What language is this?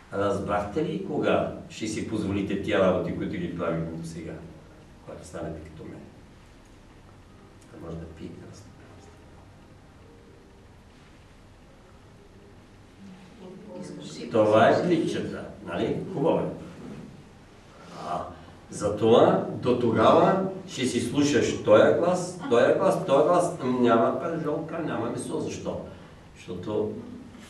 Bulgarian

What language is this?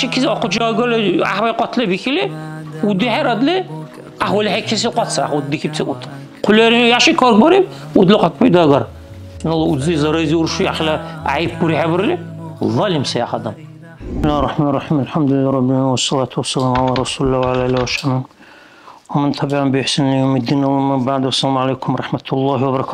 Dargwa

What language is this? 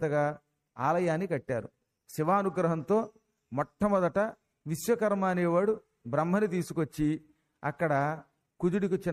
Telugu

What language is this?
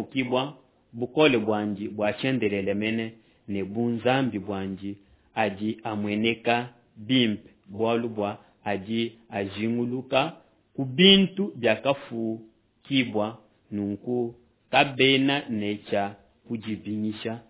Luba-Lulua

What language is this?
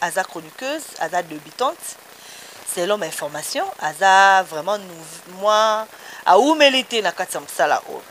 Lingala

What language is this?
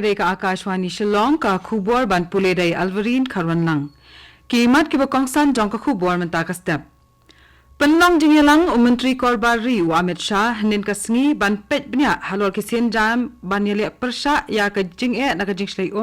Khasi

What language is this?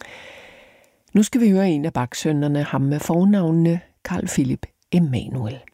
Danish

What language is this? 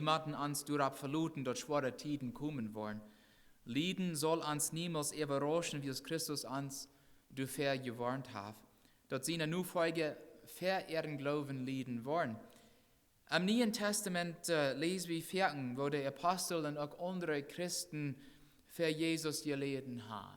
Plautdietsch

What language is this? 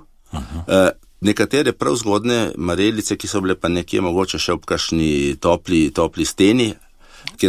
Slovenian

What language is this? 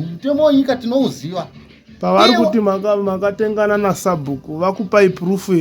Shona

